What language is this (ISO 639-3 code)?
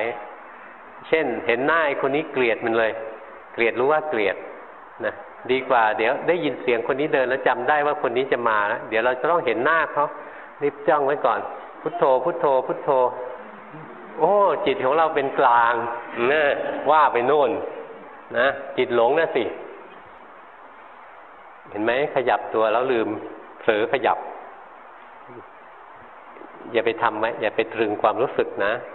tha